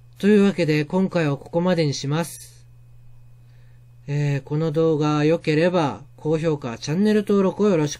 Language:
Japanese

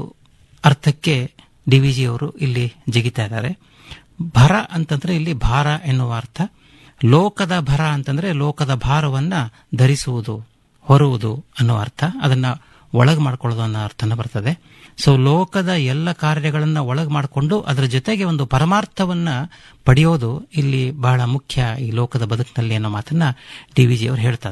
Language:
Kannada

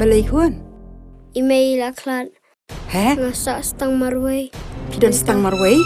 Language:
Khasi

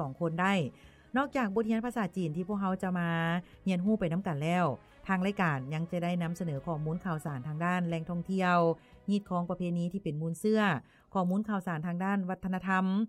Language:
Lao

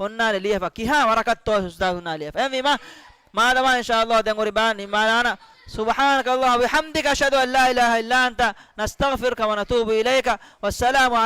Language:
Divehi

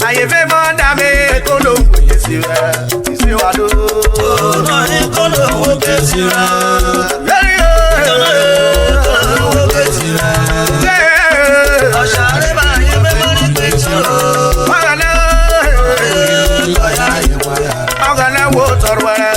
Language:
Urhobo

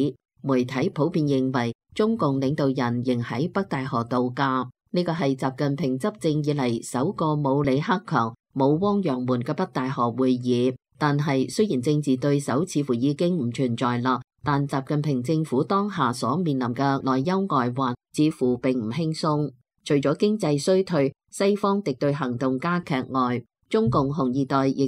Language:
Cantonese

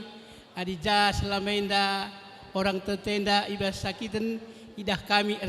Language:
Batak Karo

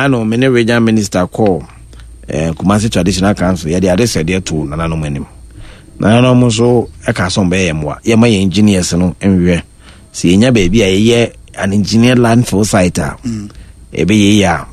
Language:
Akan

